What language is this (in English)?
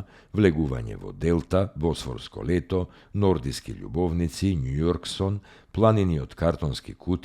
Macedonian